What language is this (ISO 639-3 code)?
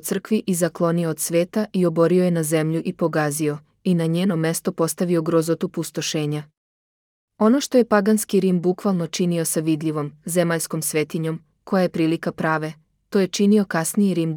srp